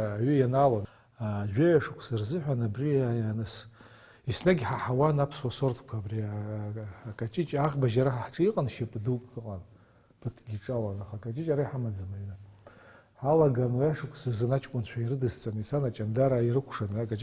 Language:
Abkhazian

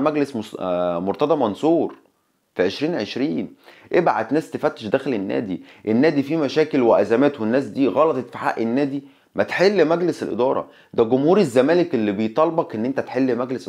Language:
Egyptian Arabic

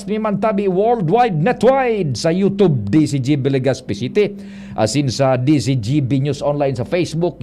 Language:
Bikol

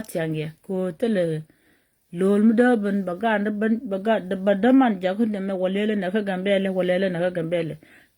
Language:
Nuer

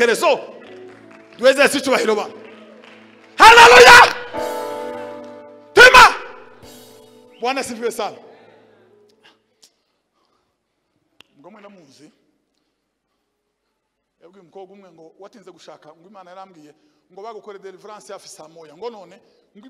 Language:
Kinyarwanda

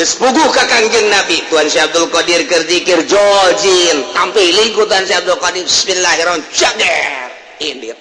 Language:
Sundanese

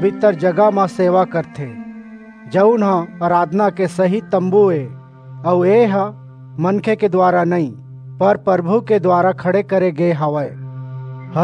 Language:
Chhattisgarhi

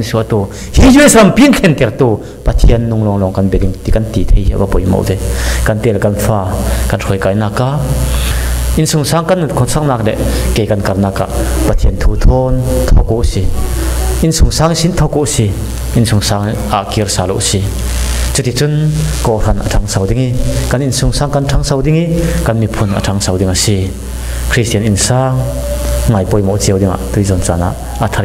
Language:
Falam Chin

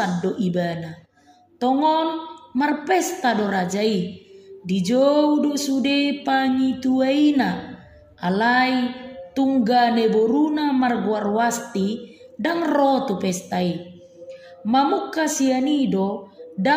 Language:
Batak Toba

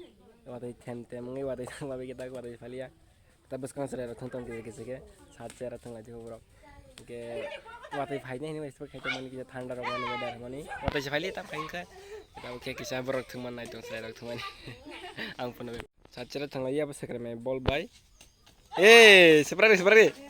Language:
Kok Borok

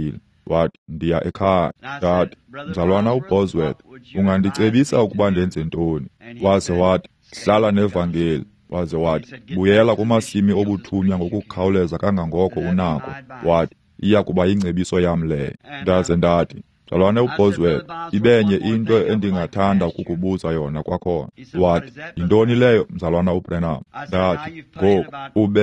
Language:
Xhosa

